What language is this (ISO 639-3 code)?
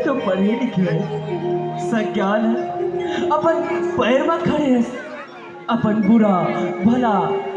hne